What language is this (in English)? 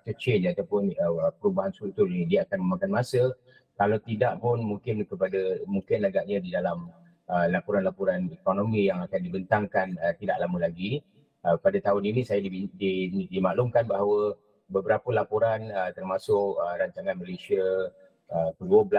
Malay